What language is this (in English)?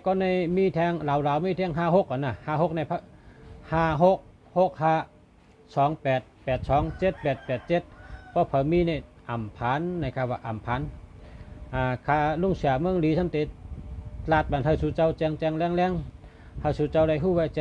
Shan